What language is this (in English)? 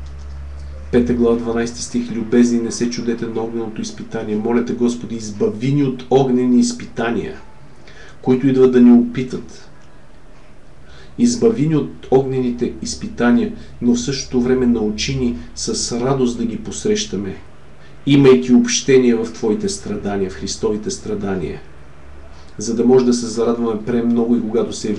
Bulgarian